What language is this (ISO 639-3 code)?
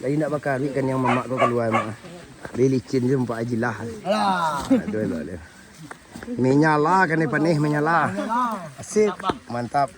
min